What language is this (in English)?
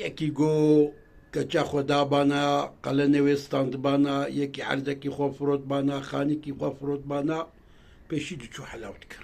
Kurdish